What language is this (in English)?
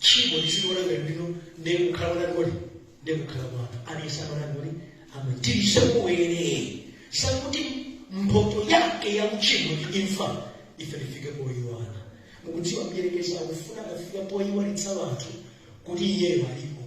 Nyanja